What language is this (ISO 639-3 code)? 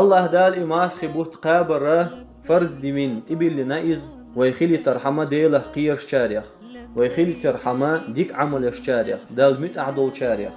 che